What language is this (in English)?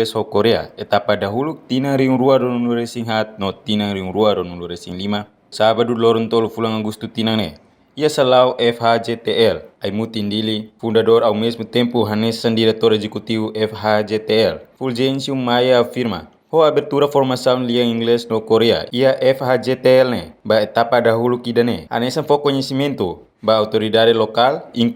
Tetum